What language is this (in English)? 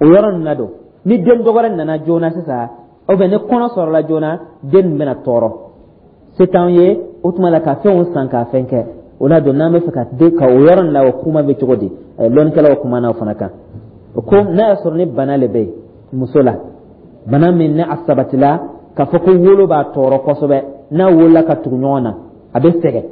Dyula